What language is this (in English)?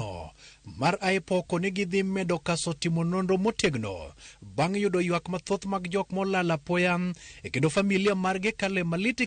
Luo (Kenya and Tanzania)